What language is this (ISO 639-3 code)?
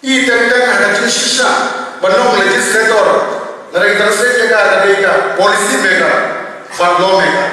kha